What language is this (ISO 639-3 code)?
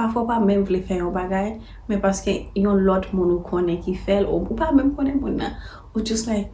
hat